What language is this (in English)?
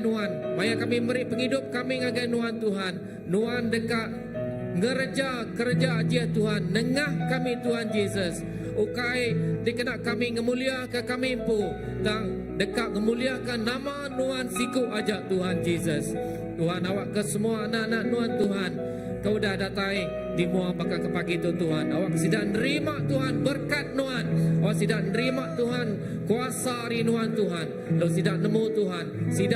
Iban